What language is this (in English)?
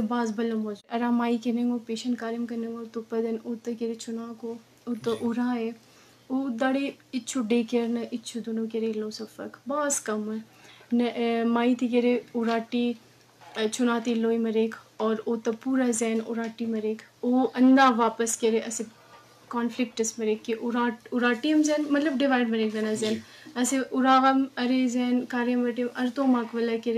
Brahui